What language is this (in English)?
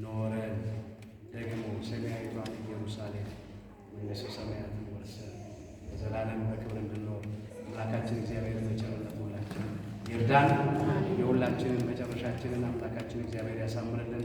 Amharic